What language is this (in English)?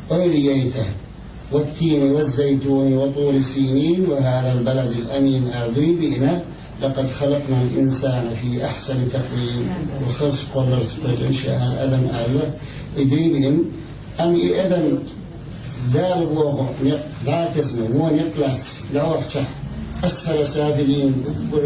Chechen